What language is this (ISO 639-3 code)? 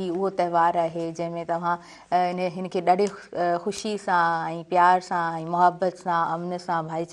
snd